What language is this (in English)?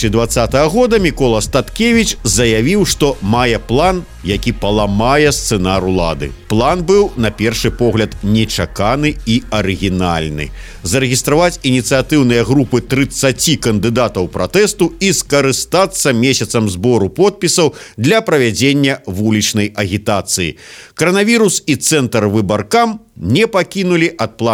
Belarusian